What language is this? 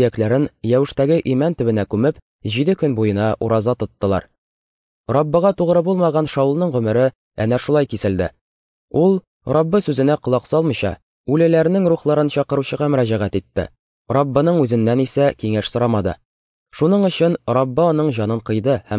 Tatar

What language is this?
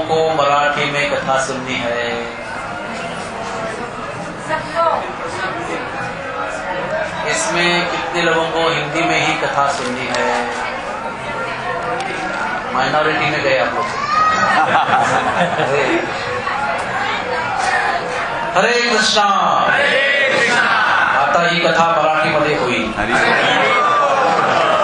Marathi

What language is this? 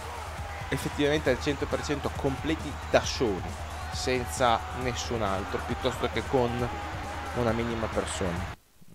Italian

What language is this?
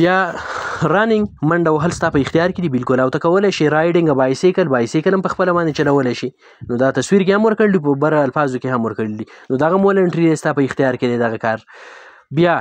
Pashto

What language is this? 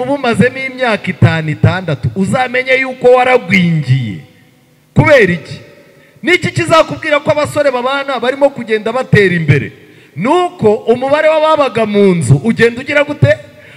Kinyarwanda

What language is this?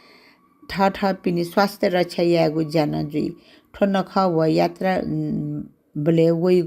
Newari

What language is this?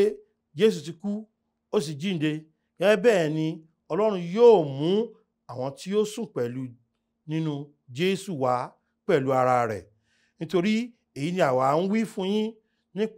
Yoruba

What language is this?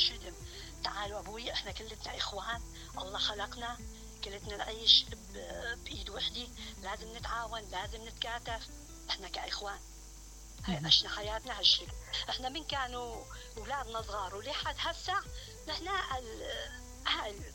Mesopotamian Arabic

